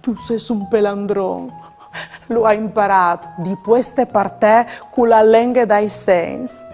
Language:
Friulian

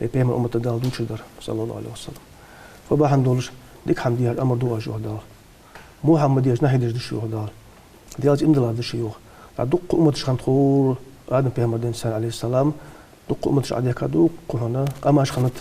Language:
Ingush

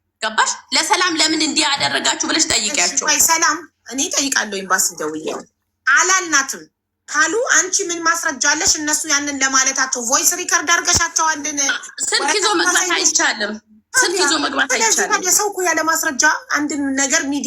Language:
Amharic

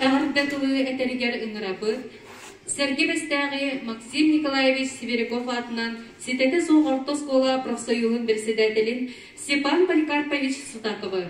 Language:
Yakut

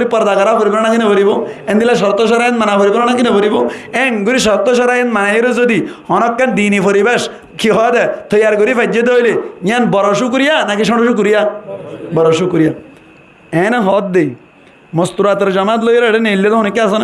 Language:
Rohingya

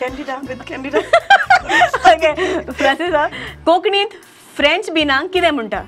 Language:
Konkani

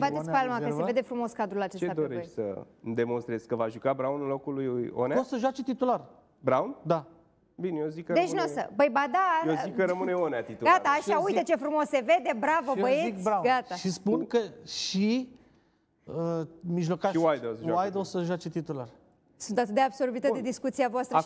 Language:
Romanian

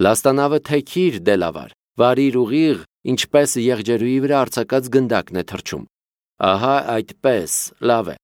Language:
Armenian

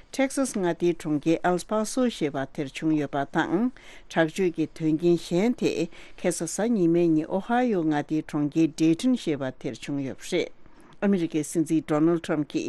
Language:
Tibetan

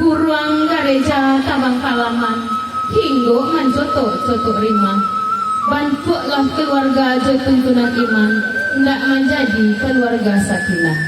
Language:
Minangkabau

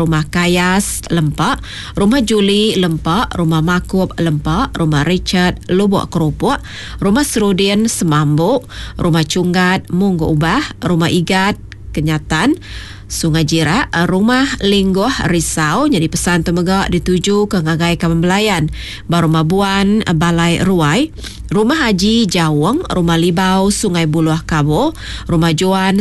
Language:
Iban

